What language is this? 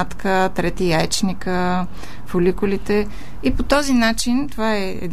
Bulgarian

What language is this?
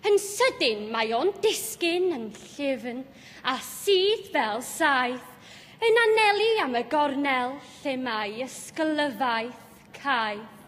Welsh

